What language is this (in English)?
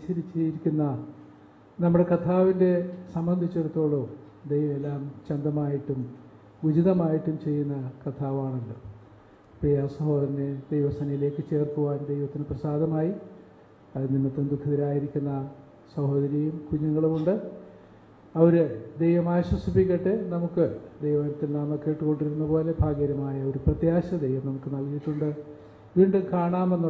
Malayalam